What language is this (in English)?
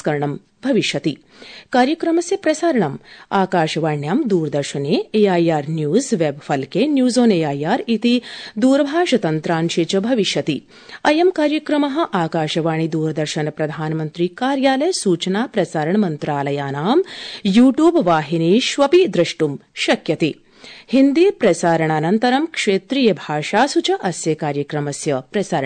Sanskrit